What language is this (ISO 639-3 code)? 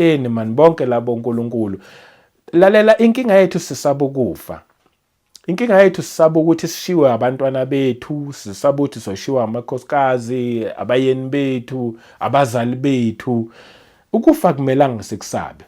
zul